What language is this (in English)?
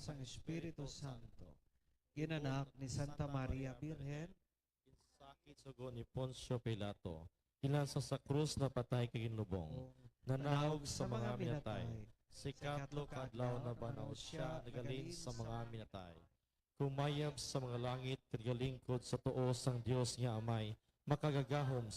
Hiligaynon